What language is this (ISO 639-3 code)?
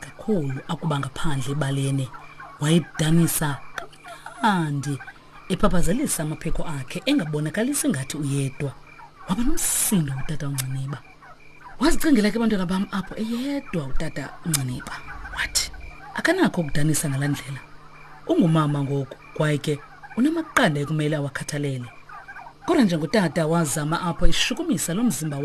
xho